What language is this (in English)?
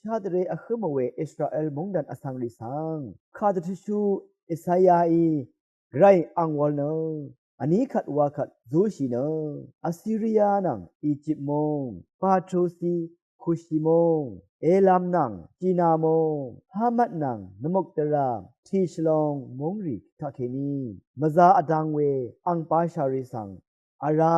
Rawang